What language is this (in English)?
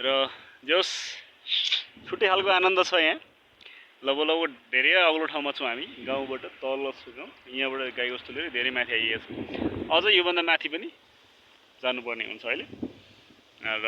Nepali